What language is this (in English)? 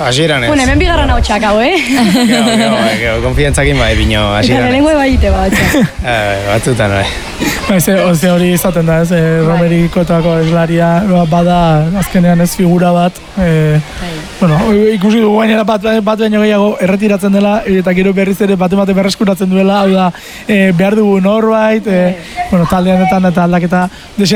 Basque